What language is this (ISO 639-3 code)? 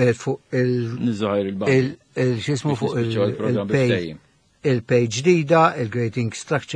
mlt